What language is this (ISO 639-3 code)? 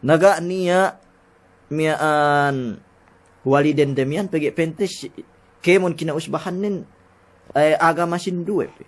yka